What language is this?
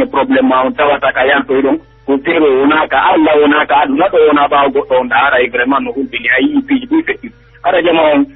Pular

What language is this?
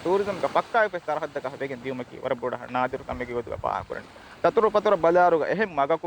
Divehi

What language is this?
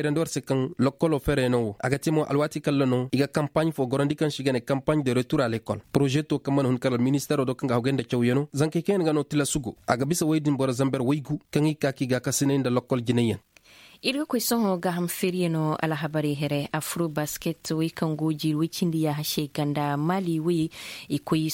Zarma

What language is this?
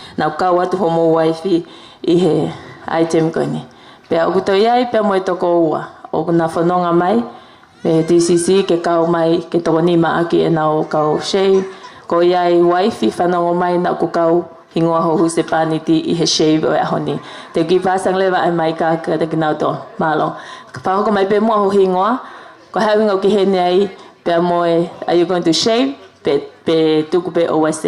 Tongan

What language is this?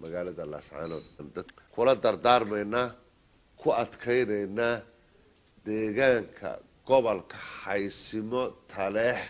Somali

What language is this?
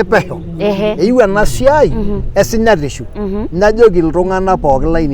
Masai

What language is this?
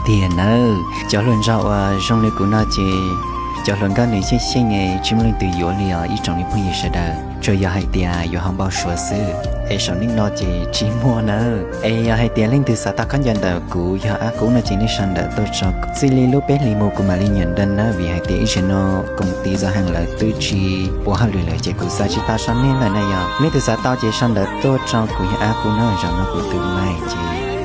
Hmong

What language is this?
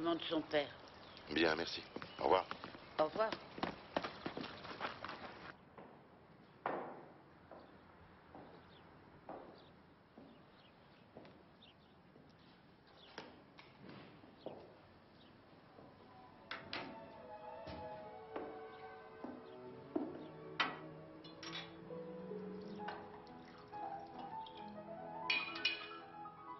French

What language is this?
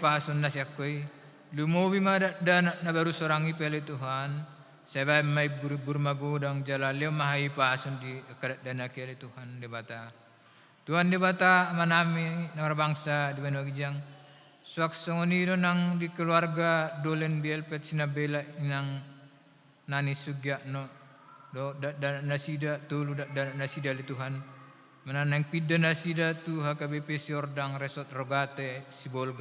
Batak Toba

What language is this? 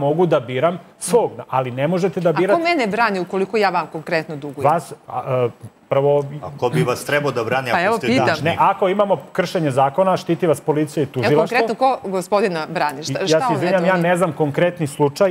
Serbian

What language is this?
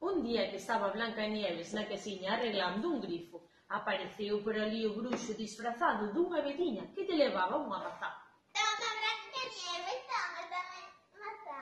Galician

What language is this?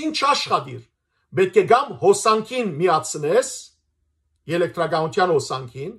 Western Armenian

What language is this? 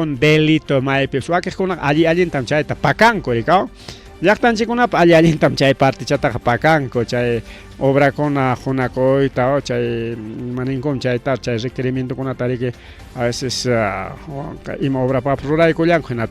Ayacucho Quechua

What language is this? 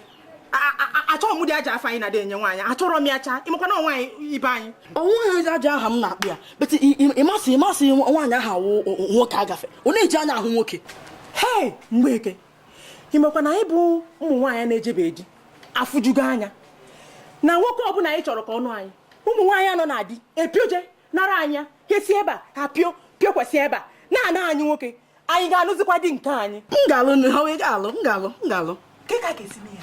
Igbo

